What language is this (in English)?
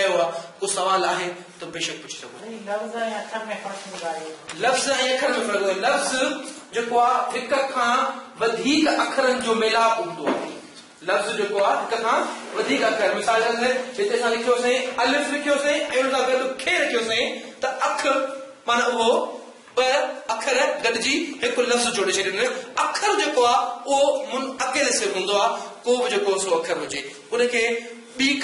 Sindhi